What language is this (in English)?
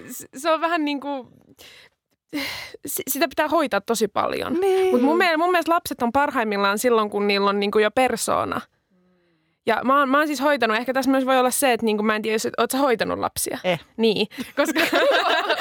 Finnish